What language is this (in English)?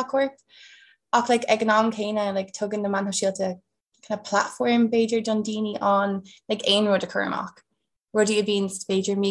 Irish